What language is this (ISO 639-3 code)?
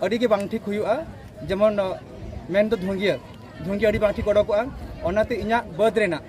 sat